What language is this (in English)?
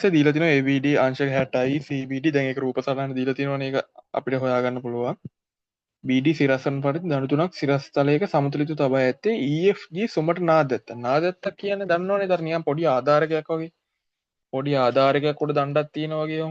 Sinhala